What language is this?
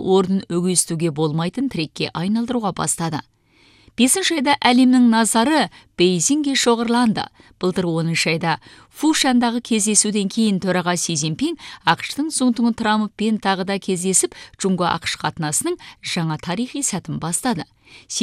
Kazakh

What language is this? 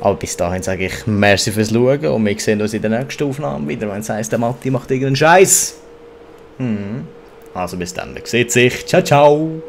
Swiss German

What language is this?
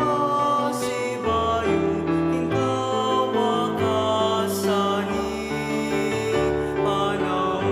Pampanga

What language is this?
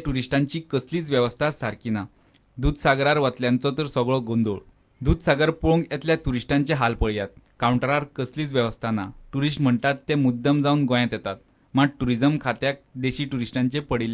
Konkani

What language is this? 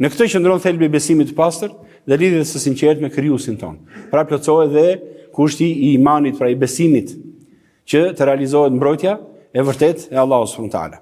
Albanian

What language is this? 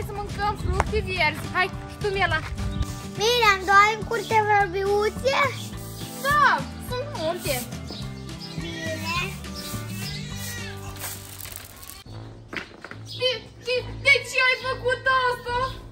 Romanian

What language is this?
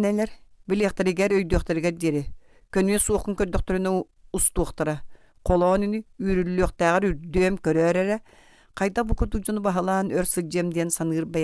Yakut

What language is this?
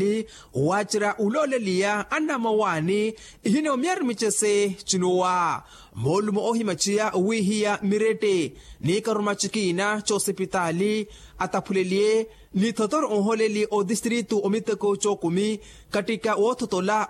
Makhuwa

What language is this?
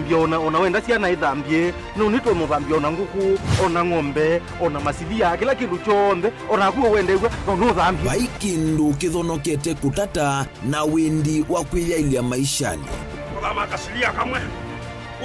Kamba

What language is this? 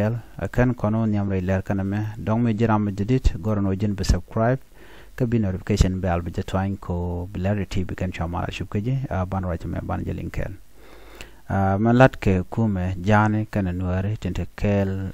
Nuer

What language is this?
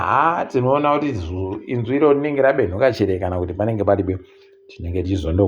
Ndau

